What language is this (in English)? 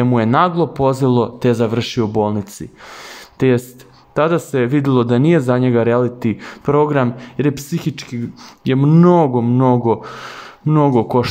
Serbian